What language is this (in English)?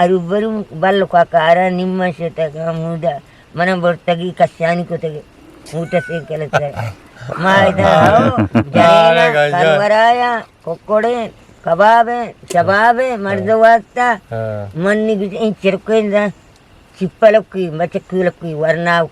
Eastern Balochi